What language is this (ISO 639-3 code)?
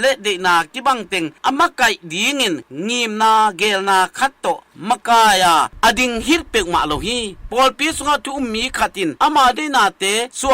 ctd